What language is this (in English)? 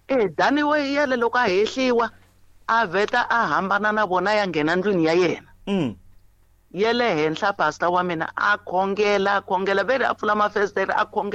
Tsonga